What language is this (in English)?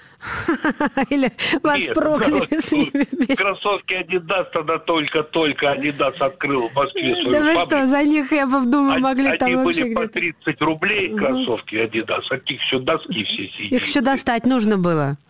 Russian